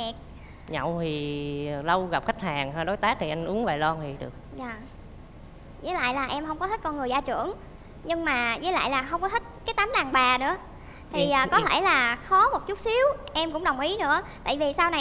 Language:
Vietnamese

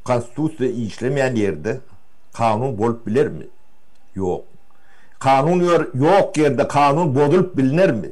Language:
Turkmen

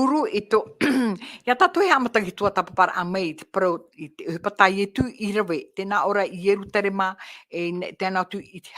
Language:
Tahitian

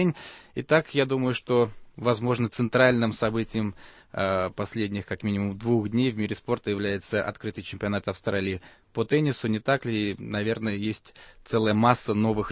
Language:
Russian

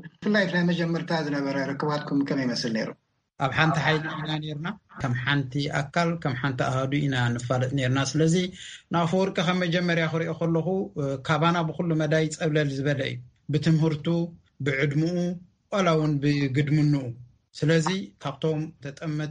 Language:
Tigrinya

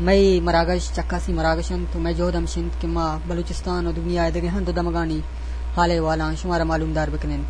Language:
Eastern Balochi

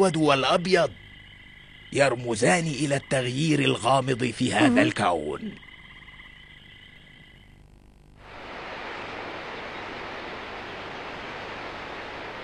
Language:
Arabic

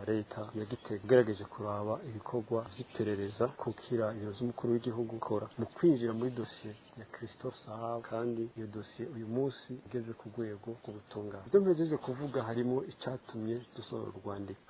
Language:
Rundi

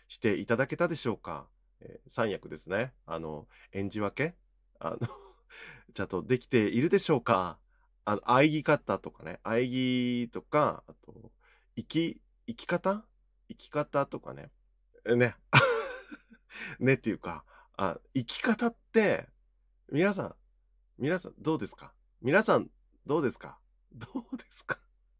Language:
Japanese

